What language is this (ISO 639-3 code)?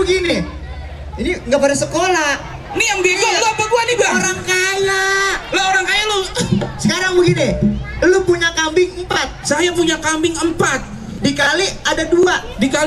bew